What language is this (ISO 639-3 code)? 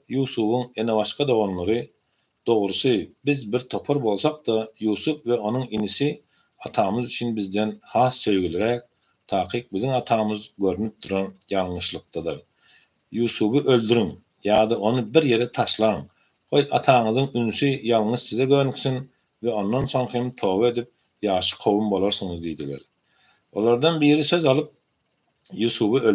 tuk